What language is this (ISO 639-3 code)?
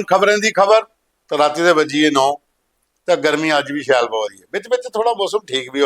doi